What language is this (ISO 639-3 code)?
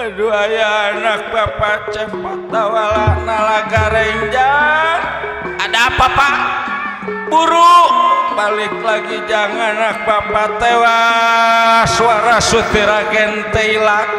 bew